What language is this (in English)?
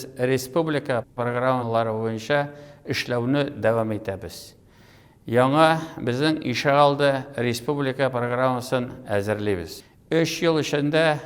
Tatar